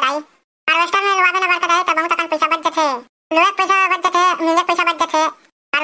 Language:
Chhattisgarhi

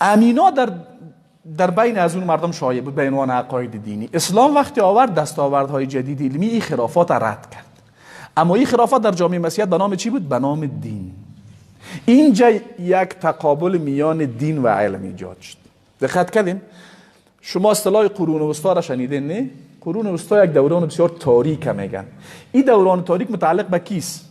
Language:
Persian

